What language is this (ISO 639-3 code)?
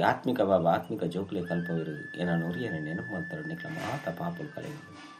tcy